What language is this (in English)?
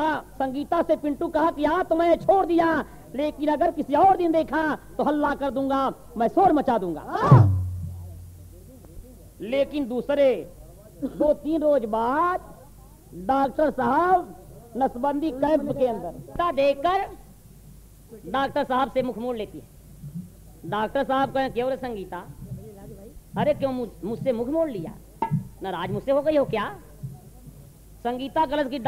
Bhojpuri